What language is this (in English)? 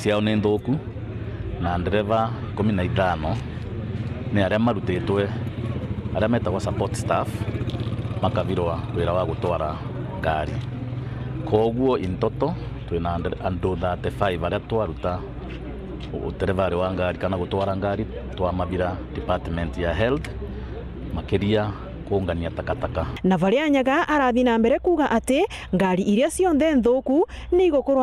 Meru